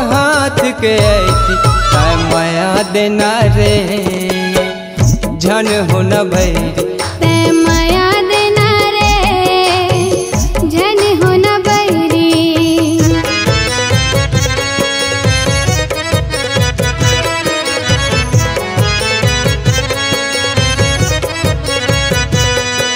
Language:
Chhattisgarhi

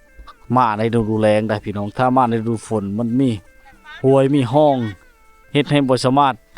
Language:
Lao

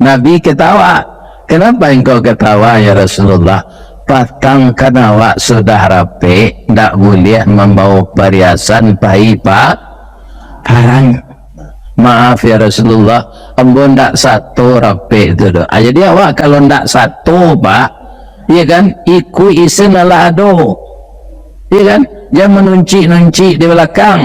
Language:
Minangkabau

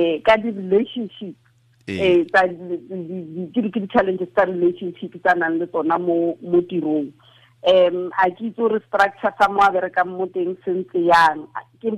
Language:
Tswana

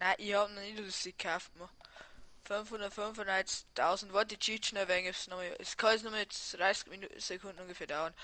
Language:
Bavarian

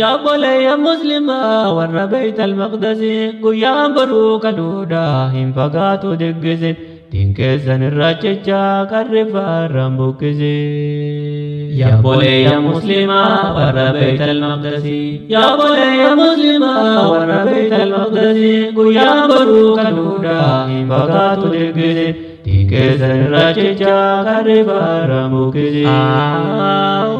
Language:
Oromo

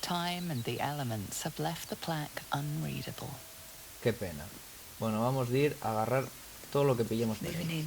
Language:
Asturian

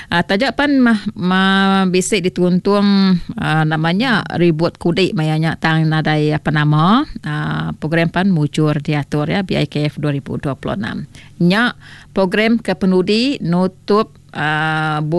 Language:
Iban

